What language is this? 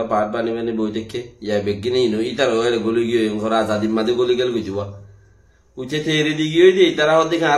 Rohingya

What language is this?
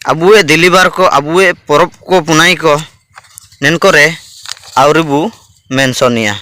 Ho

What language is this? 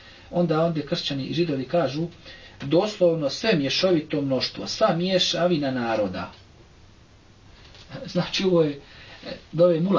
Croatian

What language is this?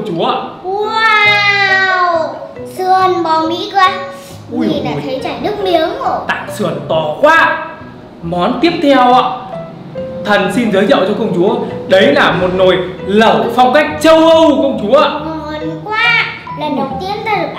Vietnamese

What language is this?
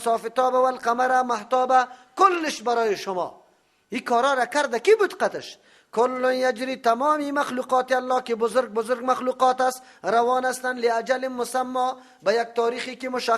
Persian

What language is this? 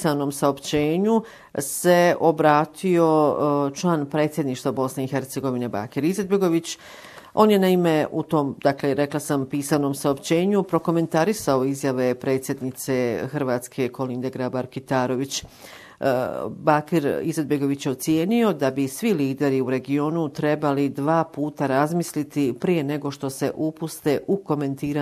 Bosnian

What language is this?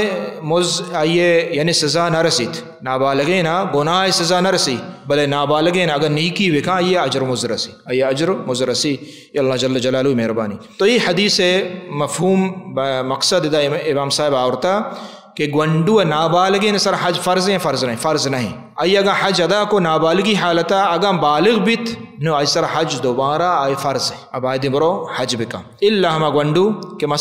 Baluchi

